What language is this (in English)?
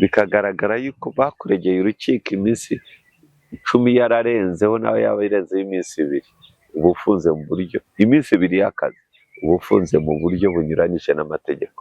Kinyarwanda